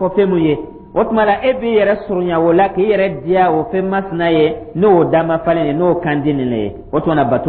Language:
Dyula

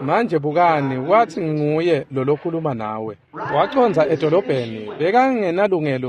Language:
Swati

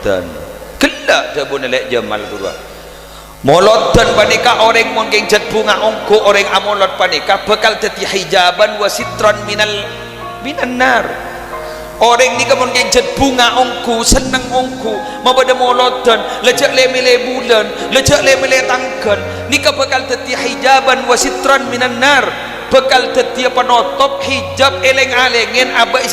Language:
Madurese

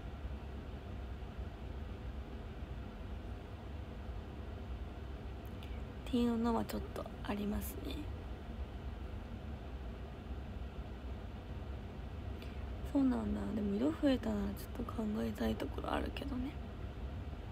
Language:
Japanese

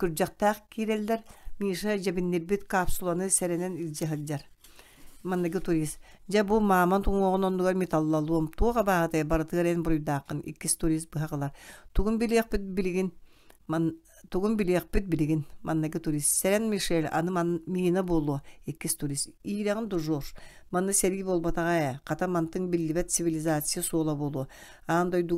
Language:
Yakut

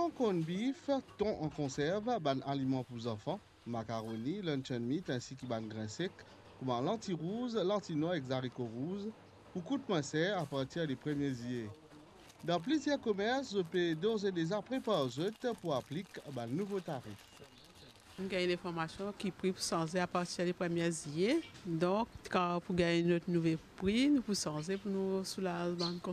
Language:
Morisyen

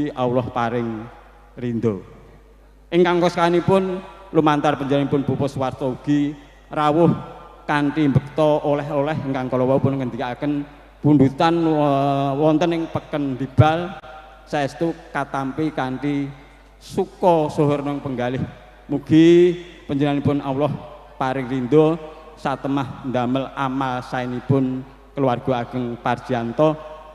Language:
Javanese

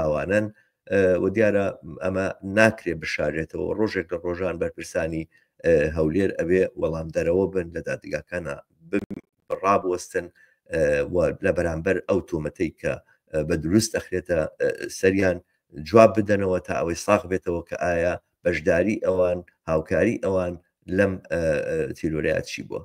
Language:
Central Kurdish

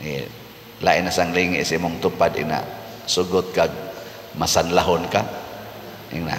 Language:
Cebuano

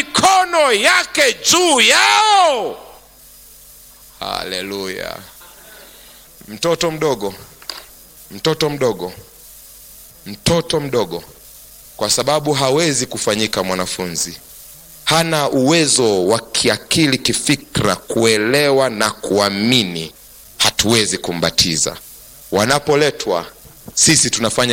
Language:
Swahili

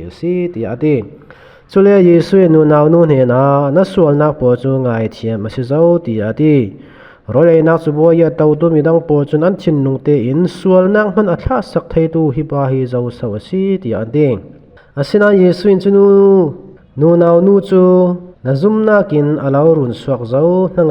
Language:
Falam Chin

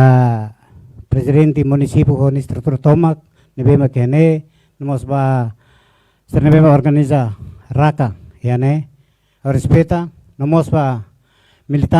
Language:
Tetum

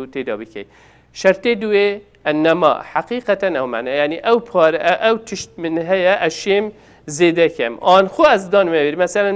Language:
Kurdish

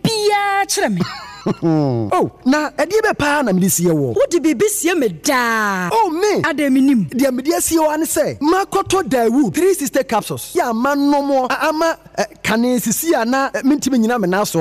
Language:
Akan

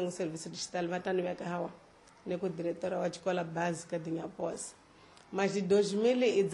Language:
Tsonga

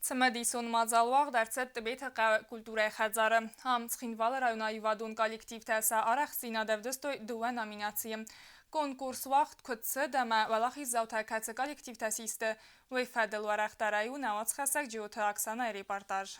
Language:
Ossetic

